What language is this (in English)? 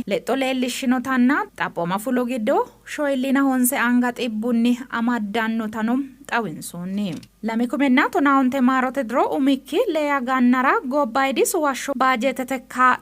Sidamo